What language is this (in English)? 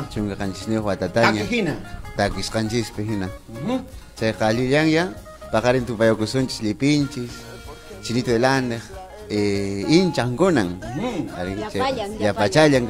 Ayacucho Quechua